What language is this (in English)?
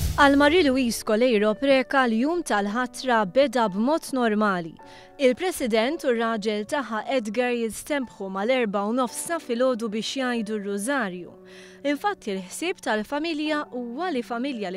Maltese